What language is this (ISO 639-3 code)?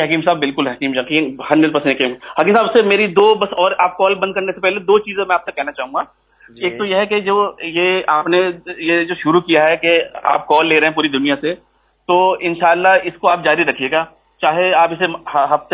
urd